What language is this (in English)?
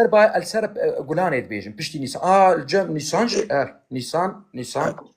Kurdish